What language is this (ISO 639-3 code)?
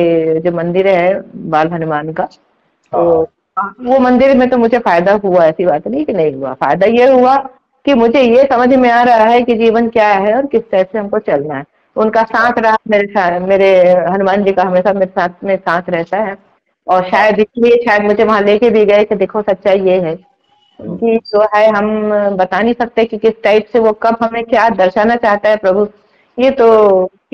hin